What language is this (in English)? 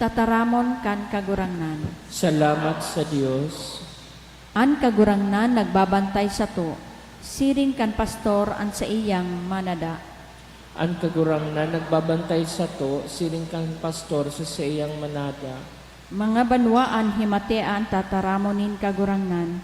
Bikol